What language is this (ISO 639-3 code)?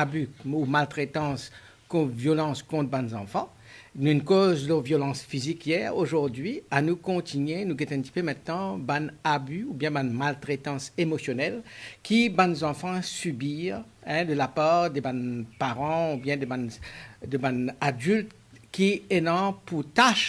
mfe